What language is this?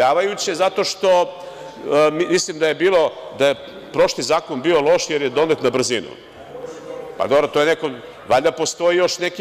Serbian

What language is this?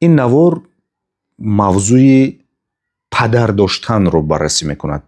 Tajik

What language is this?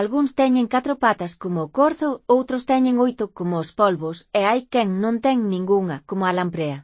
Galician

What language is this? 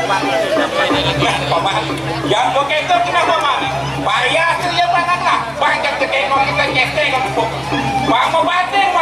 Balinese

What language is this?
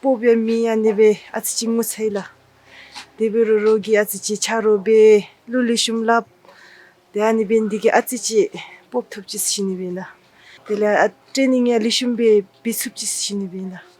Dzongkha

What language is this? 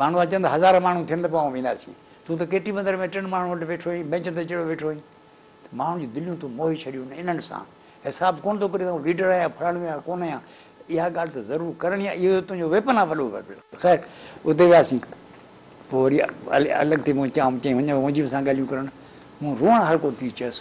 Sindhi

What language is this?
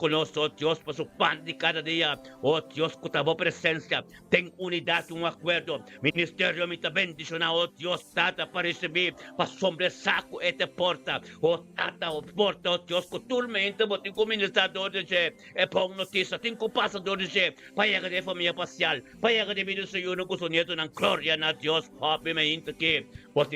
Papiamento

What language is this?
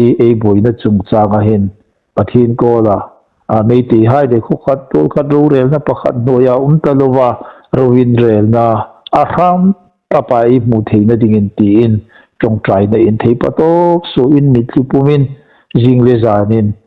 Hmar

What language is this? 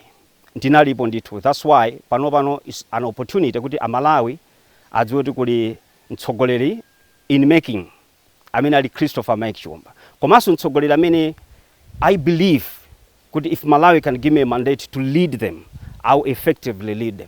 Nyanja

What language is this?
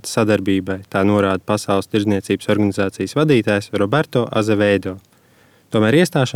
Latvian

